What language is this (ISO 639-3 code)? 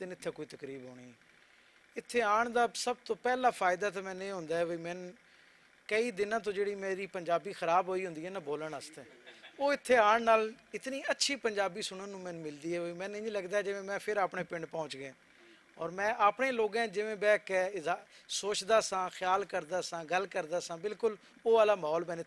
lah